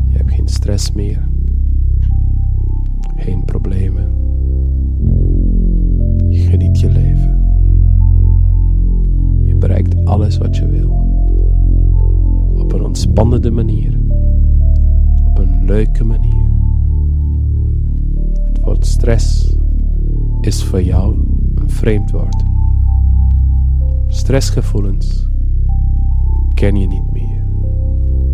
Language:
Dutch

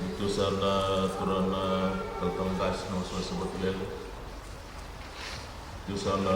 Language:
Fijian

